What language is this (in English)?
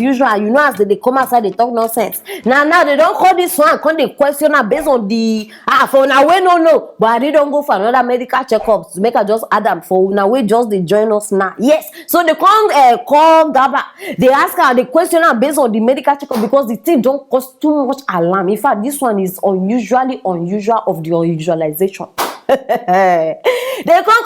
Nigerian Pidgin